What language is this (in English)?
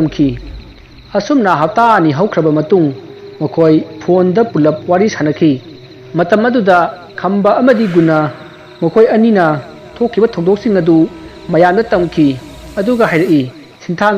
Manipuri